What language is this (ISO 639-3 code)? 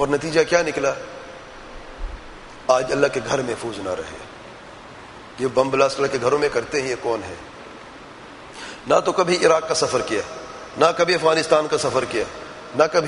urd